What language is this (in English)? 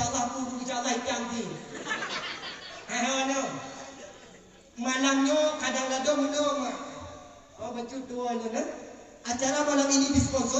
Malay